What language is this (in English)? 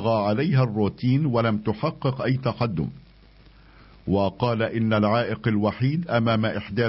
Arabic